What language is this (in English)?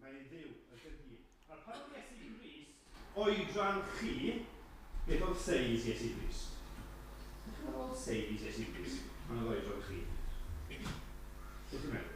Welsh